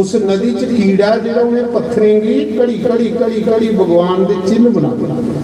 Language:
Dogri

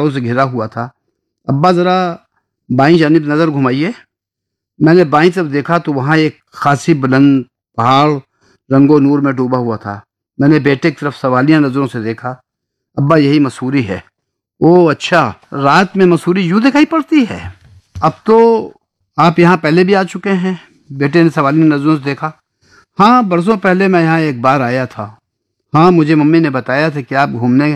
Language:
Urdu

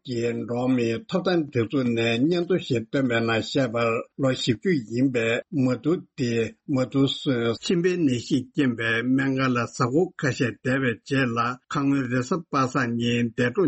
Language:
Tibetan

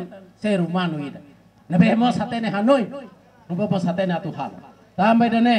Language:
Tetum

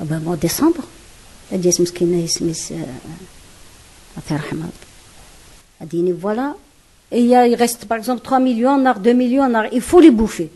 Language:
Kabyle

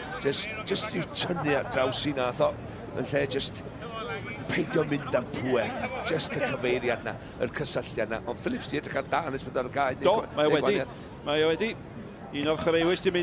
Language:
Welsh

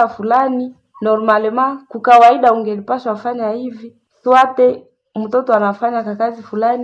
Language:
Swahili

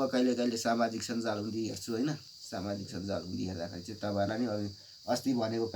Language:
Nepali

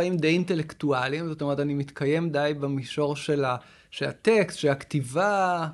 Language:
Hebrew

